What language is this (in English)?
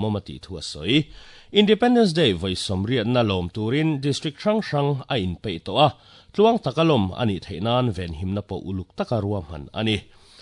Mizo